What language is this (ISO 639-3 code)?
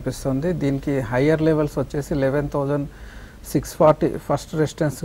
tel